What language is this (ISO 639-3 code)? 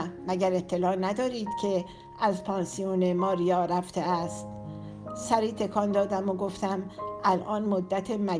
fas